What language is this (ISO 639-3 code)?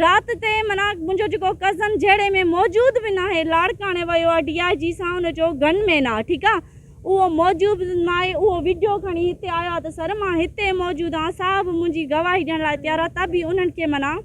snd